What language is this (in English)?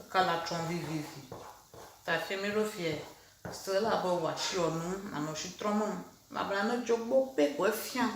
Ewe